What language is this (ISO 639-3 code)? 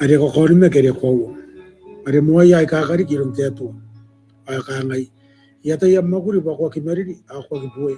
gil